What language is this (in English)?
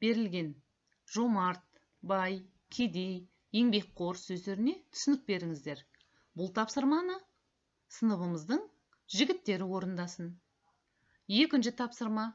Kazakh